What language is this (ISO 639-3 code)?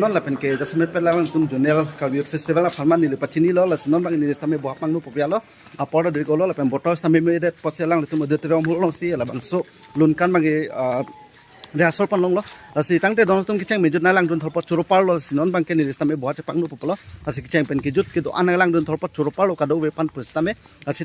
mjw